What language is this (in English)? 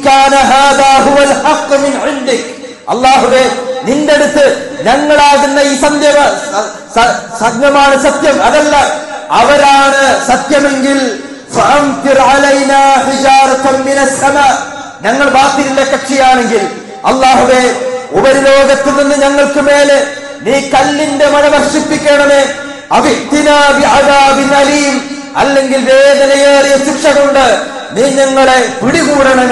Malayalam